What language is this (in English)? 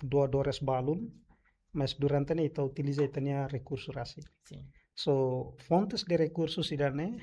Tetum